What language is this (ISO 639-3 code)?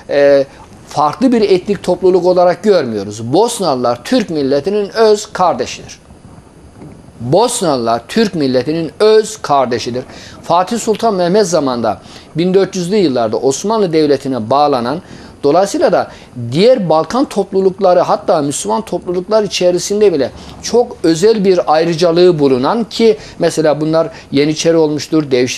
tur